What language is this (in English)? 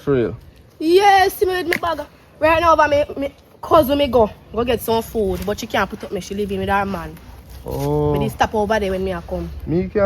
Jamaican Creole English